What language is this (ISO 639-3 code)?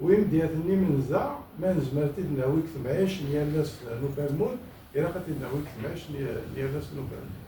kab